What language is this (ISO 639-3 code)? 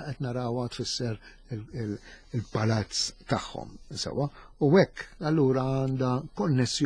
mlt